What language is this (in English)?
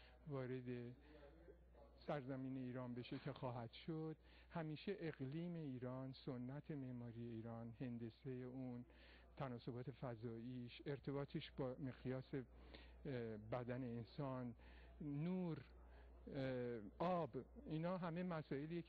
Persian